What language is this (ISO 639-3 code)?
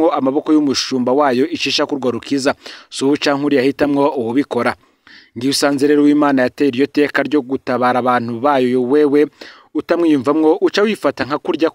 run